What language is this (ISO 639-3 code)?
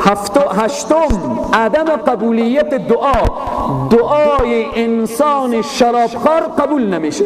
fas